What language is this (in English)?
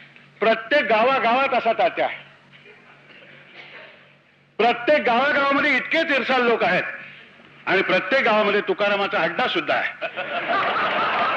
Marathi